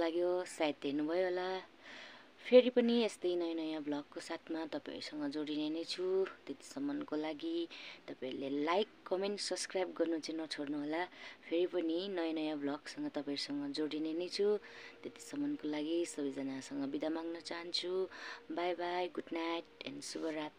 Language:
Nepali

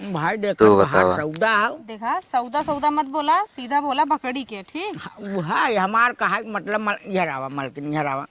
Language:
Awadhi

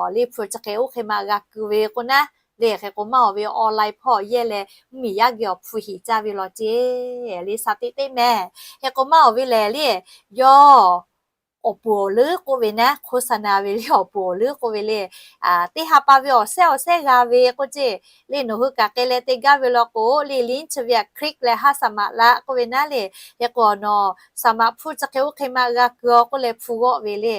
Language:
Lahu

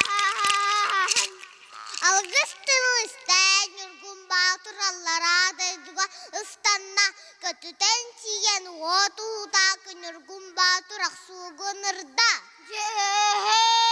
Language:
Yakut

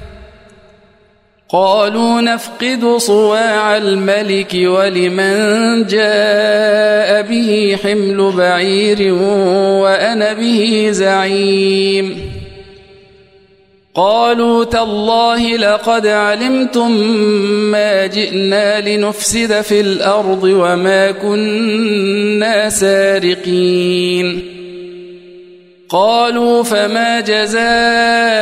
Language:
Arabic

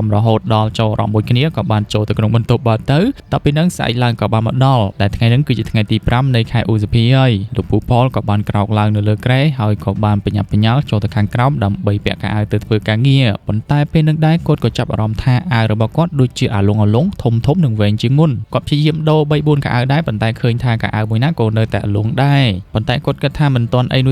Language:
Khmer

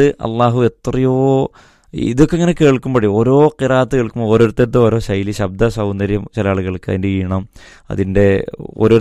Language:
Malayalam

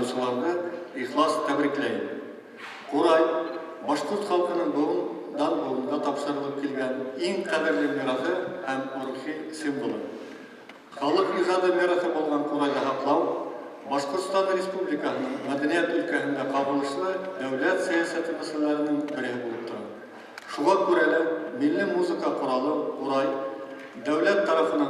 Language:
Bashkir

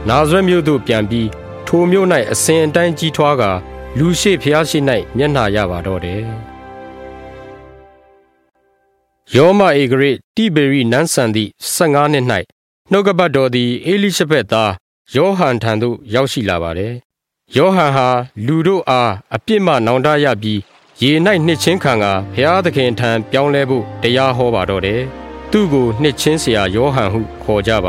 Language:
Burmese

